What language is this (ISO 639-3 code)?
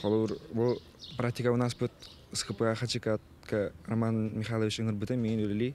sah